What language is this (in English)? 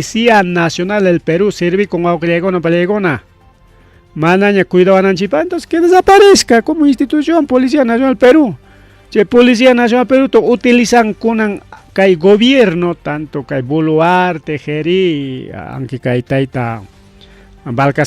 Ayacucho Quechua